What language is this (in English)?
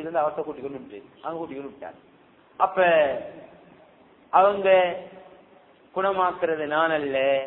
Tamil